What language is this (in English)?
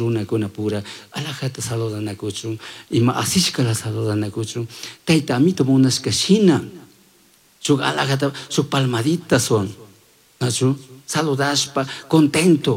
Chimborazo Highland Quichua